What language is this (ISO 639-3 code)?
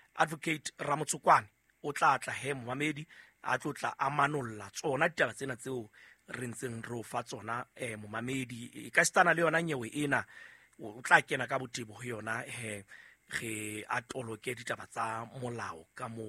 sot